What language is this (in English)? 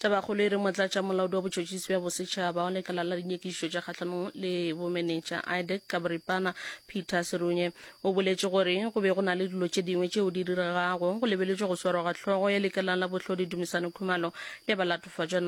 Northern Sotho